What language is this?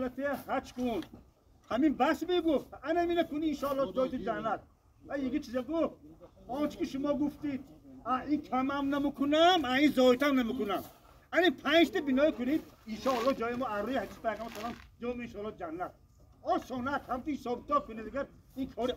Tajik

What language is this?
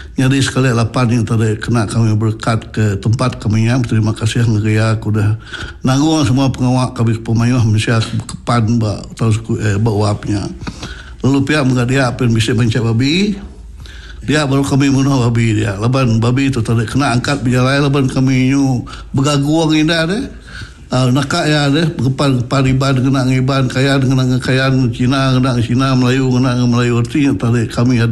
Iban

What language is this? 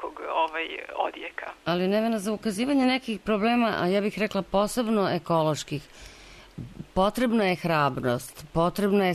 Serbian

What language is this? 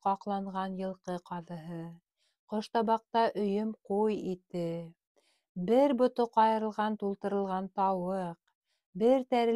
Bashkir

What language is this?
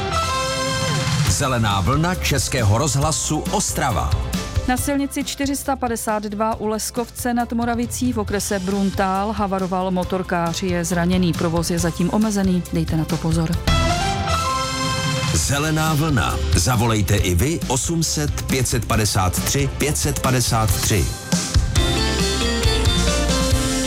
Czech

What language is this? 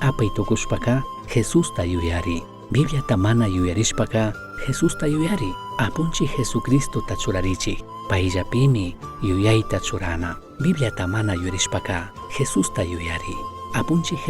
Chimborazo Highland Quichua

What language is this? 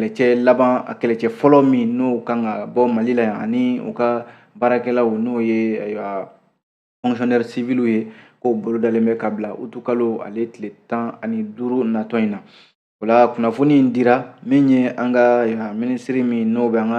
Bambara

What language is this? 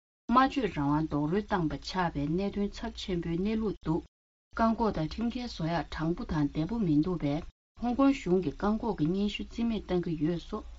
Tibetan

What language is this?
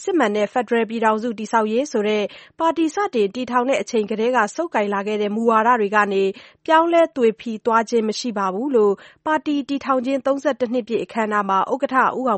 Burmese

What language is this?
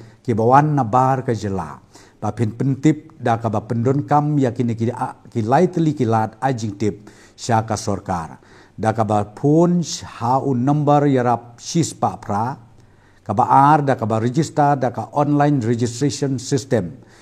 Khasi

